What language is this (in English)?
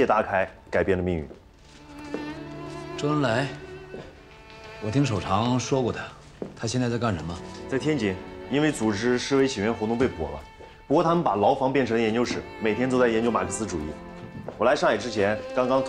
Chinese